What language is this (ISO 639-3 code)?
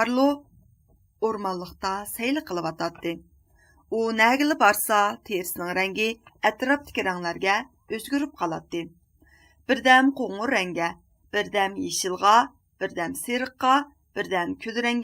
uig